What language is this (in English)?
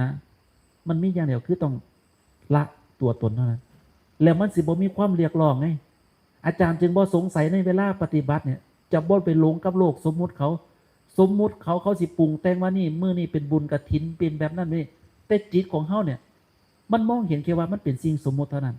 Northeastern Thai